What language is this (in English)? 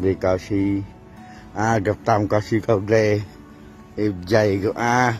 Central Mnong